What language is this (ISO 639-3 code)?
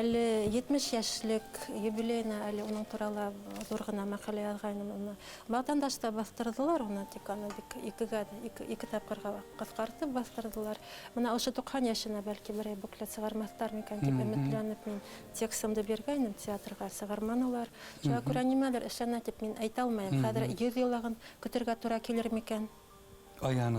bak